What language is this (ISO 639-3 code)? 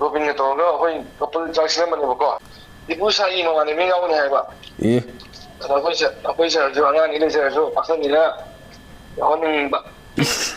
mni